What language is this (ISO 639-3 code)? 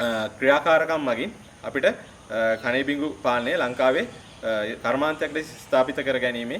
sin